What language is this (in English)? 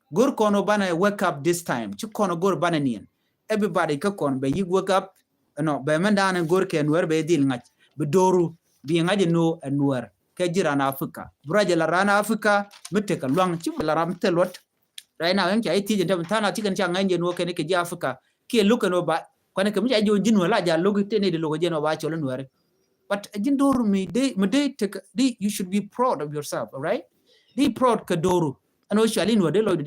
Nuer